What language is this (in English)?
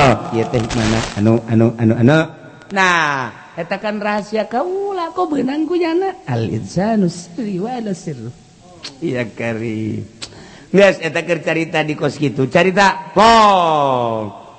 Sundanese